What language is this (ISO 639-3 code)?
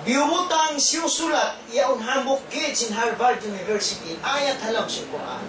tsg